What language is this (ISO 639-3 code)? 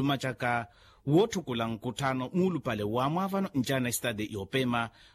vmw